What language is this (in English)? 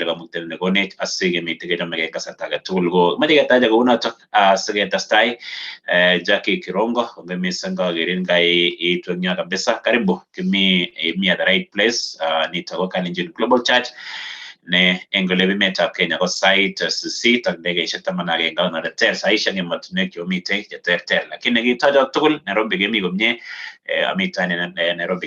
Kalenjin